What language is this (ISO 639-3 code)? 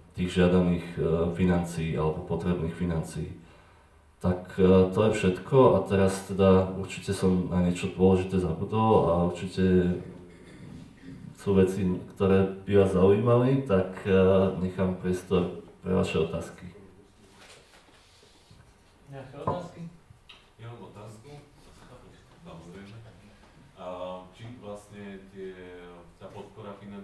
slk